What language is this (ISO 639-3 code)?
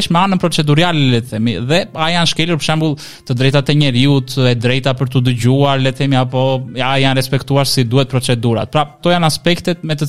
sqi